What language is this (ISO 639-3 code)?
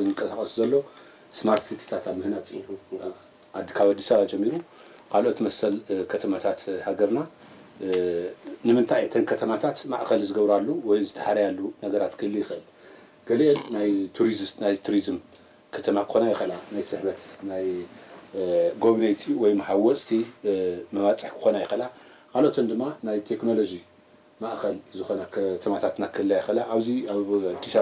tir